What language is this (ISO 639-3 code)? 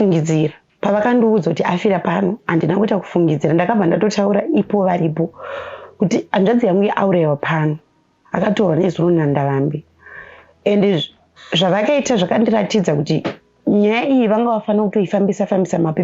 sna